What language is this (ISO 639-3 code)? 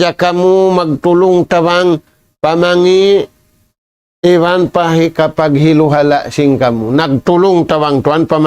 tsg